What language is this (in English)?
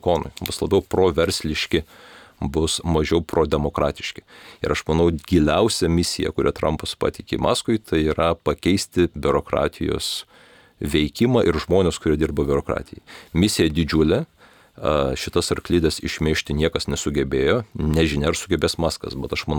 Lithuanian